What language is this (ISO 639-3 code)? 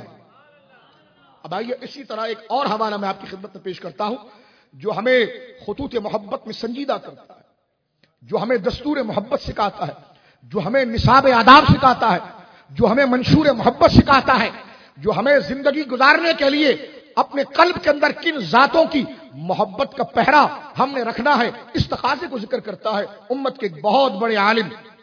urd